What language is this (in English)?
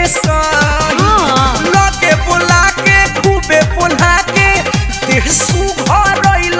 Bhojpuri